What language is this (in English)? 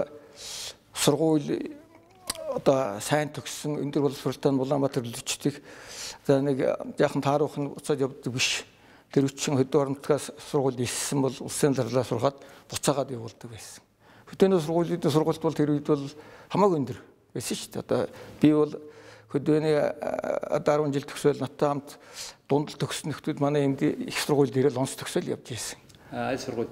Mongolian